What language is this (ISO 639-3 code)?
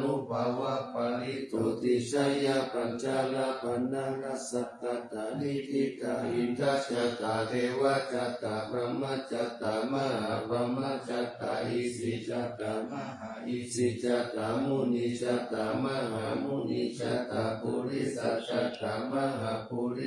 pli